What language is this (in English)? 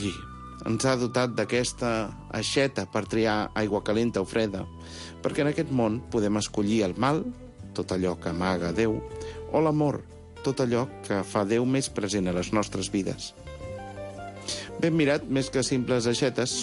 Catalan